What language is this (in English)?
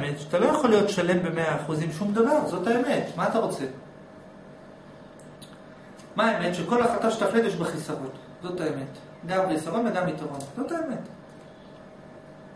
Hebrew